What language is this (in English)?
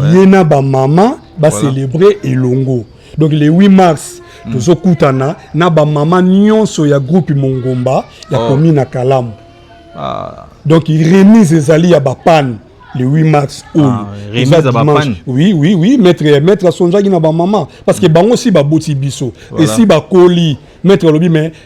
Lingala